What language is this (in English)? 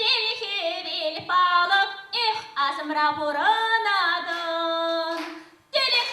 Chuvash